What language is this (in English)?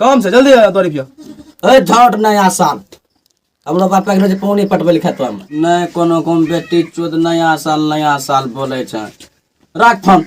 Maithili